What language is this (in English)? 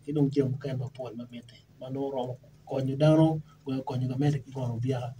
Acoli